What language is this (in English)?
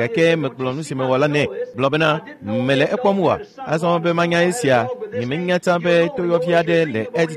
Ewe